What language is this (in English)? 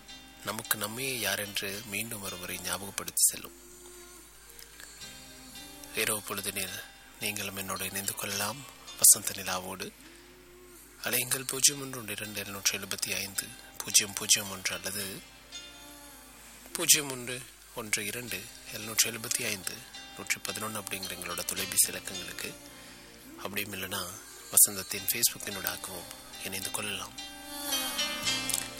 Tamil